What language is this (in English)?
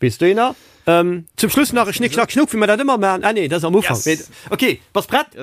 Luxembourgish